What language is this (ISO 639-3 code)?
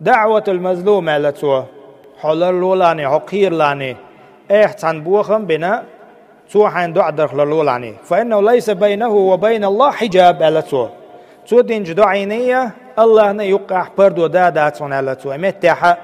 che